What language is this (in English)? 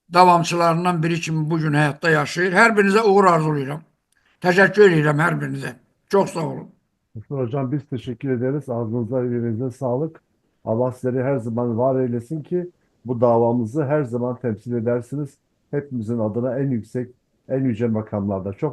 Azerbaijani